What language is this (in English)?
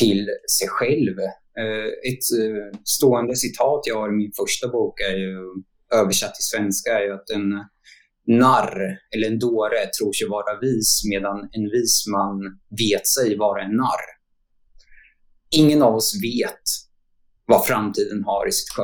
Swedish